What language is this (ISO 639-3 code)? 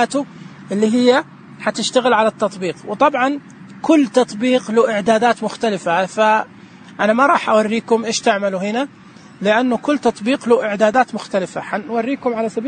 ars